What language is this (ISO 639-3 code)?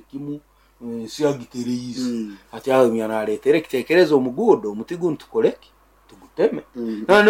nyo